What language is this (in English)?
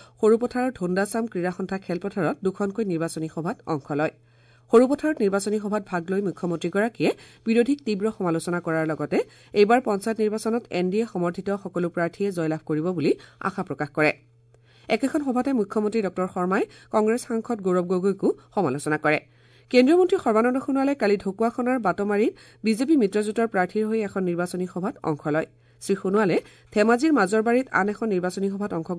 Assamese